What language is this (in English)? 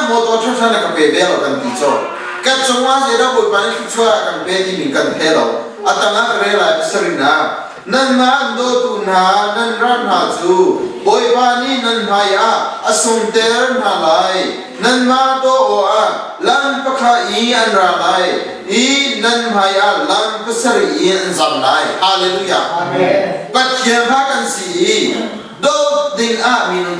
Hakha Chin